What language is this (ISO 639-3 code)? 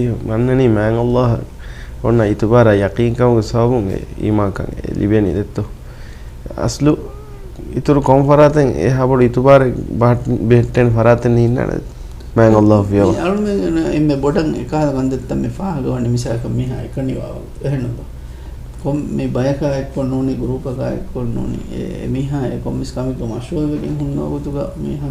div